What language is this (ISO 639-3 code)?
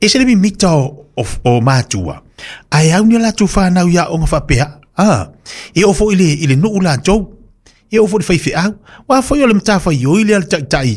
smo